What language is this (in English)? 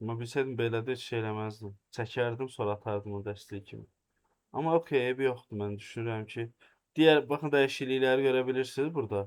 Azerbaijani